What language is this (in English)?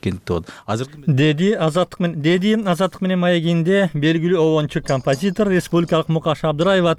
Kyrgyz